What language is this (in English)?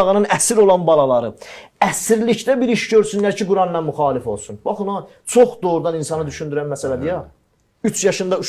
Azerbaijani